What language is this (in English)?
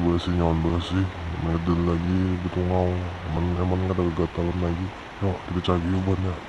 Banjar